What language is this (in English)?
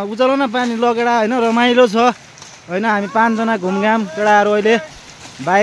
Nepali